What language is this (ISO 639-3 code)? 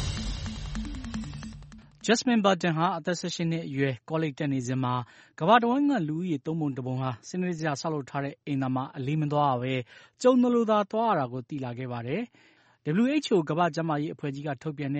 mya